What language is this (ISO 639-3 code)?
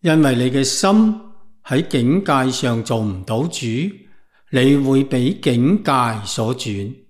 yue